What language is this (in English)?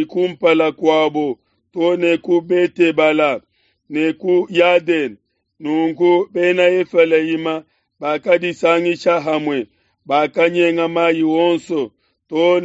Luba-Lulua